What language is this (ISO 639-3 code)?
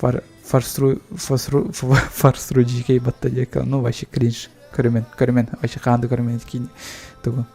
sah